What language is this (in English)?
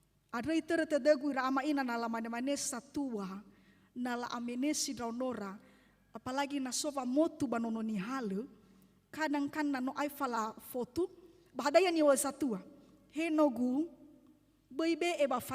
Nias